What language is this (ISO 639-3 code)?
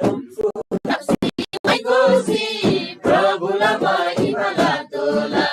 taj